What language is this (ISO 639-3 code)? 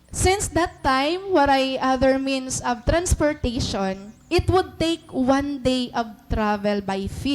war